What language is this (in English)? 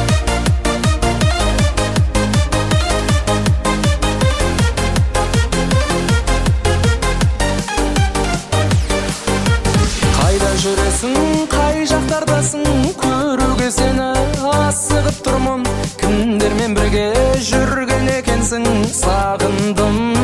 Kazakh